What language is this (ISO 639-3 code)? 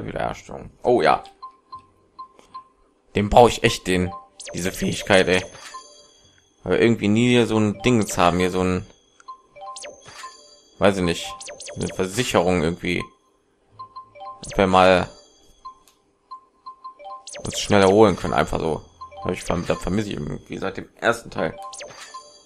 deu